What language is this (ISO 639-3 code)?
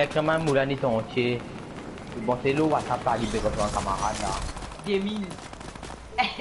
mfe